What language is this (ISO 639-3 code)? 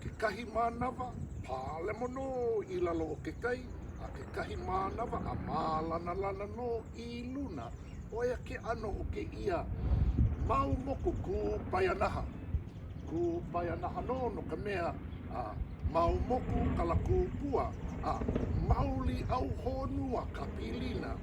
haw